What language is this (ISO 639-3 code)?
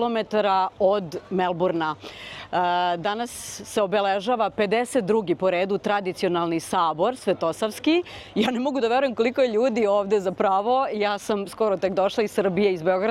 srp